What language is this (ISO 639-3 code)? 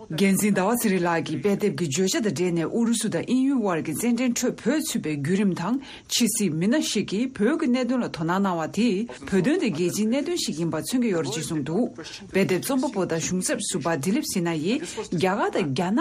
bod